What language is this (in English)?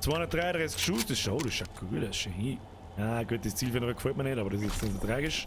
Bavarian